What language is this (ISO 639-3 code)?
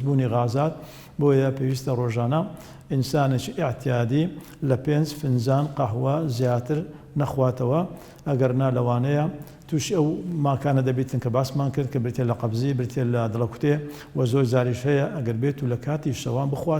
ckb